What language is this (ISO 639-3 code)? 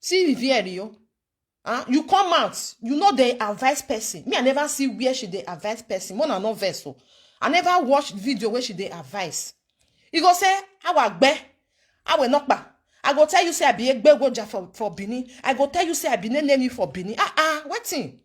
pcm